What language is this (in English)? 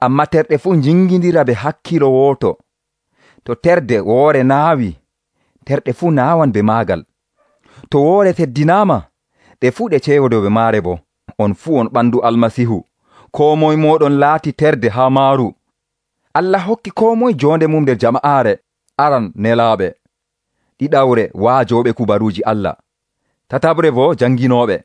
Nigerian Fulfulde